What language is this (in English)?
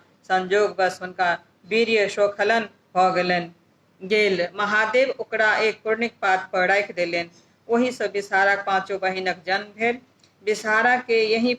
Maithili